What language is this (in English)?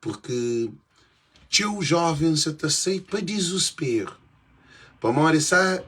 Kabuverdianu